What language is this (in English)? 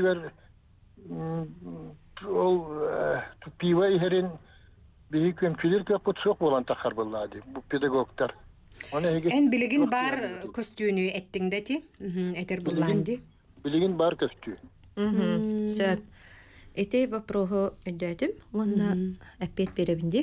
Yakut